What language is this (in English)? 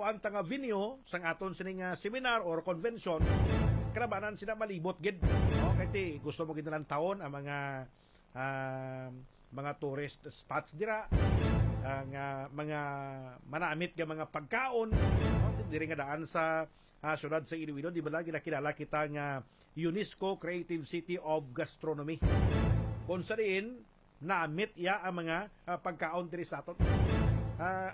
Hiligaynon